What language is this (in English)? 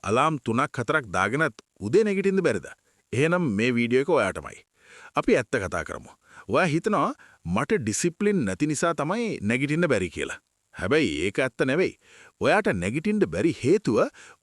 Sinhala